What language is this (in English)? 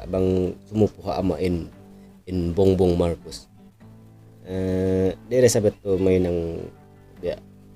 Tausug